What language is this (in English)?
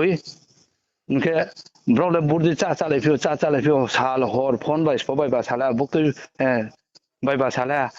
Riang (India)